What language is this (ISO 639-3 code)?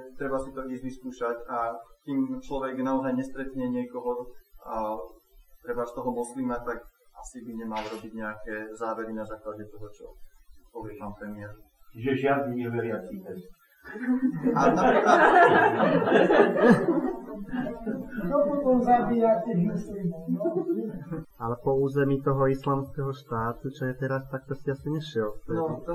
slk